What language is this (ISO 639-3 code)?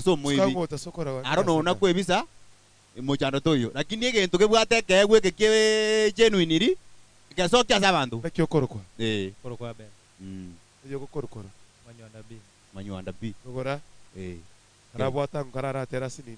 guz